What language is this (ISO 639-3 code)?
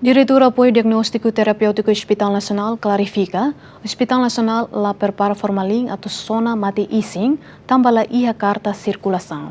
tet